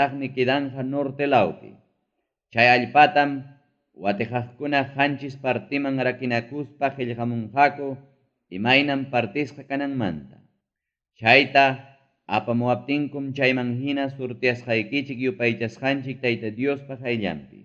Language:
Ayacucho Quechua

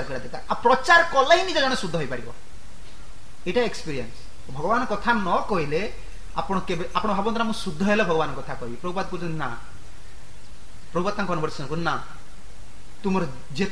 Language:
Odia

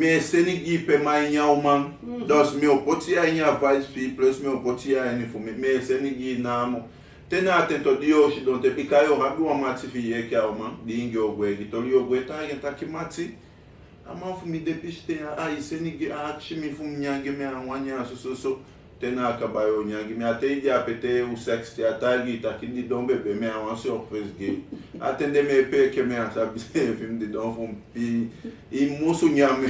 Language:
Sranan Tongo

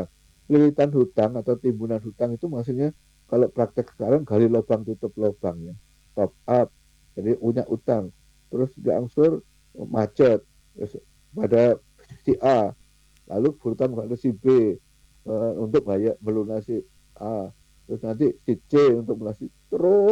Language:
Indonesian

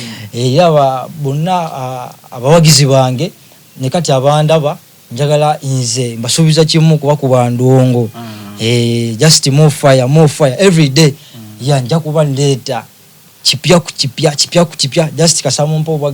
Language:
Soga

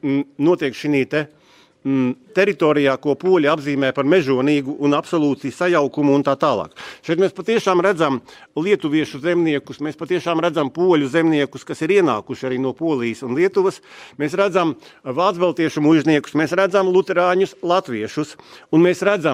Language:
Latvian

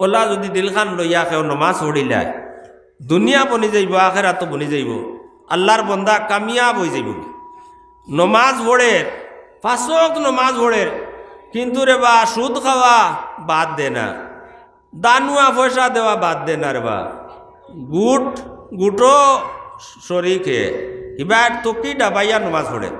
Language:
Sylheti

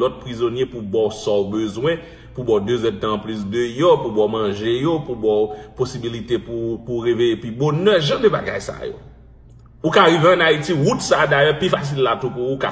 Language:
Haitian Creole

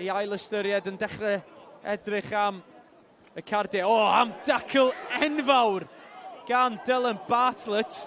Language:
Welsh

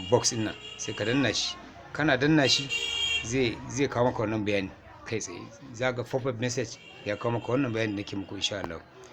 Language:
Hausa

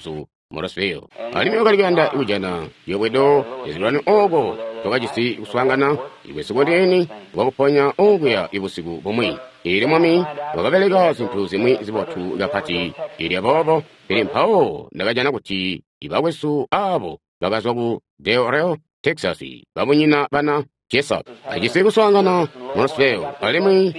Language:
Tonga (Zambia)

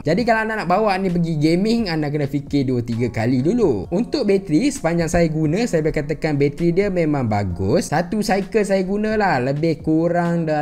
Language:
Malay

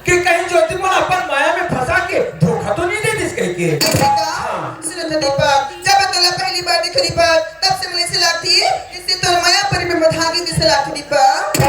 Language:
Chhattisgarhi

